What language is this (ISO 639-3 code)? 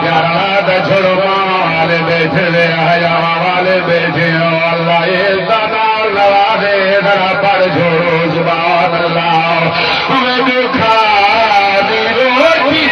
skr